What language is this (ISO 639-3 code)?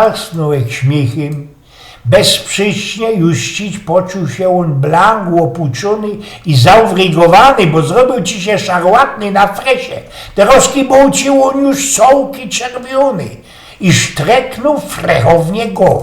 szl